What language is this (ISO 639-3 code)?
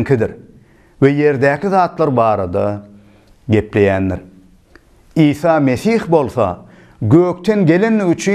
tuk